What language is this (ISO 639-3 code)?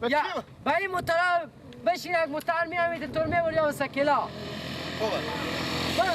fas